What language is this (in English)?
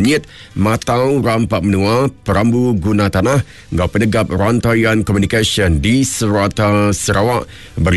Iban